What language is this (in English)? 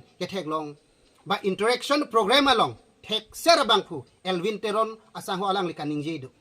Karbi